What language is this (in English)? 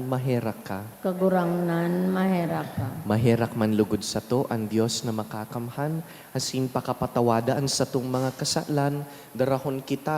Bikol